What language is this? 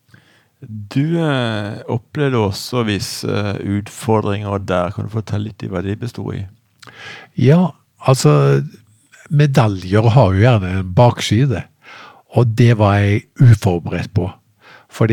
Norwegian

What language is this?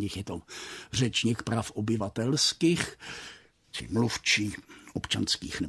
Czech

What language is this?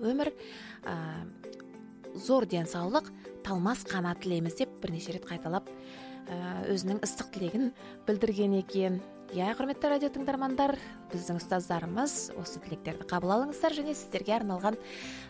Kazakh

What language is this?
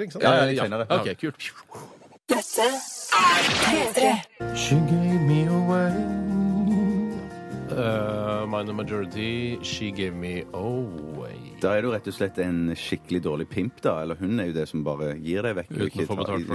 Norwegian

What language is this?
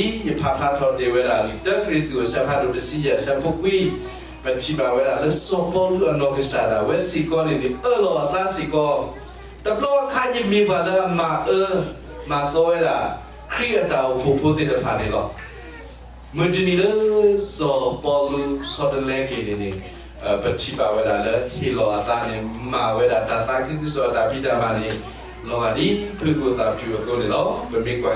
S'gaw Karen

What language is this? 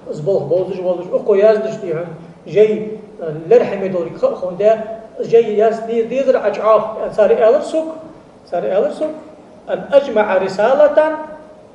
Ingush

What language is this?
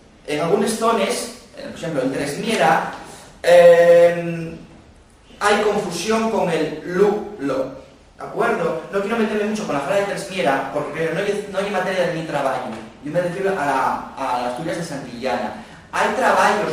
Asturian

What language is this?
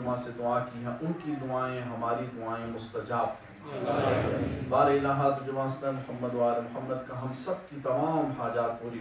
Urdu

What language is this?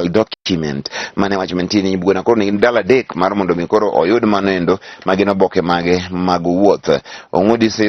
Luo (Kenya and Tanzania)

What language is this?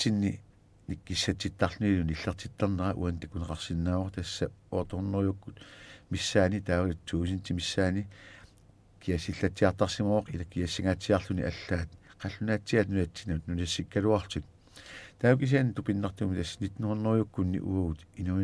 Kalaallisut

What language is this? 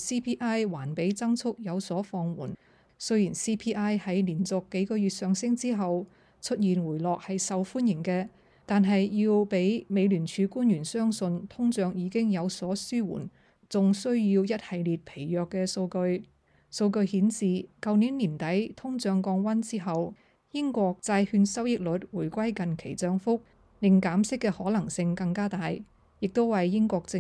Cantonese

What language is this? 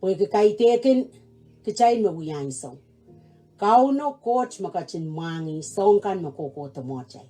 Pohnpeian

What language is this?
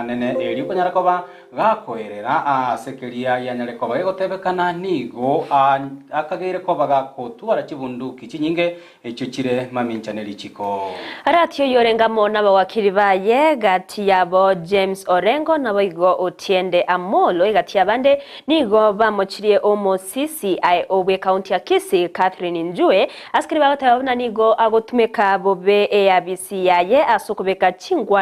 Gusii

